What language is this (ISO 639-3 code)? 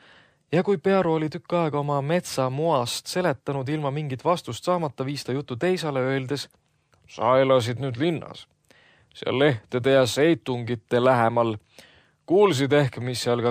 est